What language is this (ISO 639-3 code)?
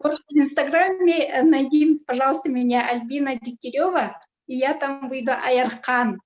sah